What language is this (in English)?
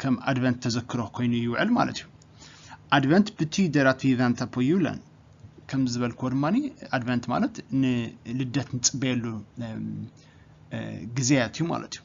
Tigrinya